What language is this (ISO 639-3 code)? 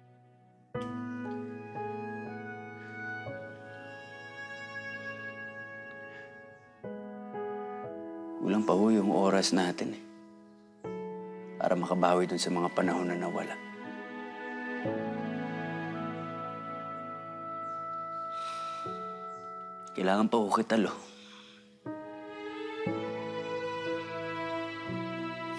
fil